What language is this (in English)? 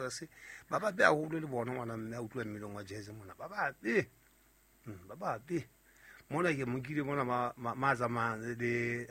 Southern Sotho